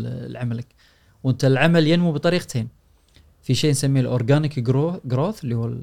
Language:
Gulf Arabic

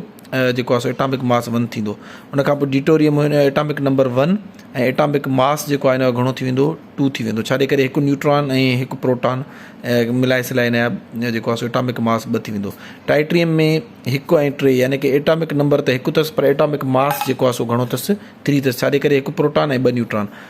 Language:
Sindhi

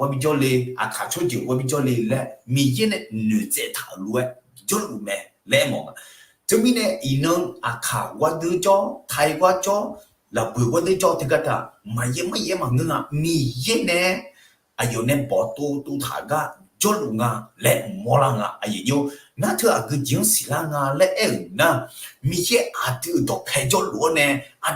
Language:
Akha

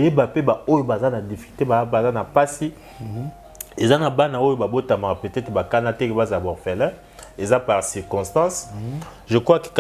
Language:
Lingala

